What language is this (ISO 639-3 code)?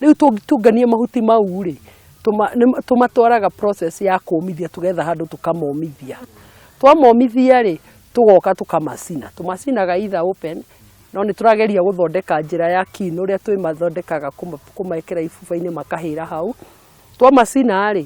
kik